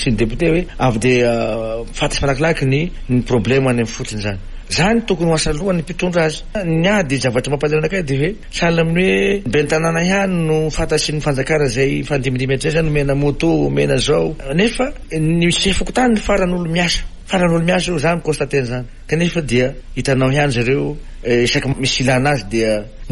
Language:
Malagasy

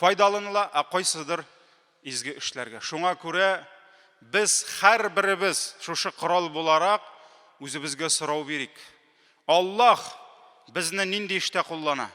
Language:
Tatar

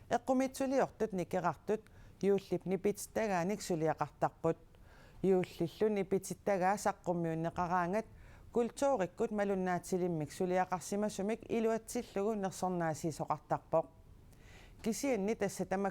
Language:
Kalaallisut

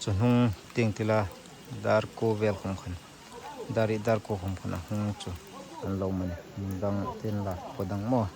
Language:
Hmar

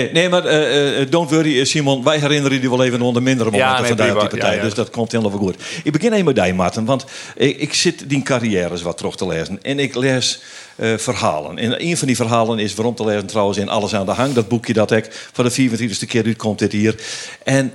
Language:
Western Frisian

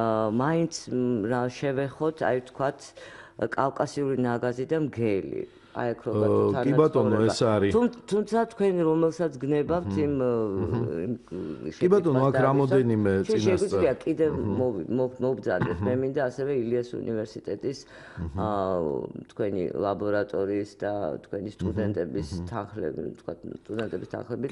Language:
Georgian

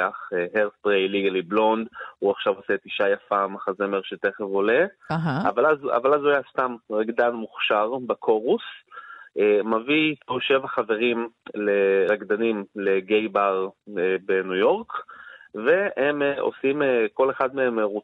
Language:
Hebrew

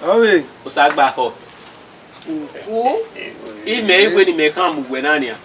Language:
Bini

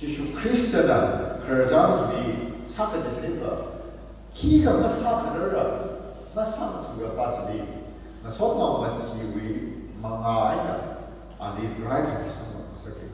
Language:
Tangkhul Naga (India)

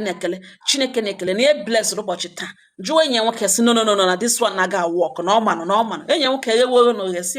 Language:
Igbo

